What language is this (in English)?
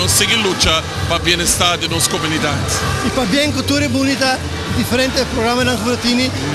Papiamento